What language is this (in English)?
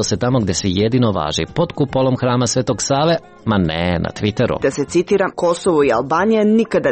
Serbian